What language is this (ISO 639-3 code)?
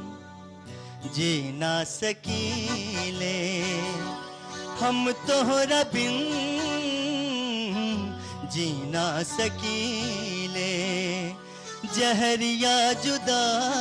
bho